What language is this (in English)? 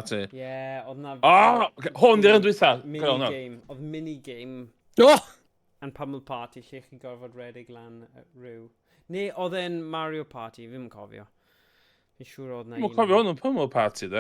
Welsh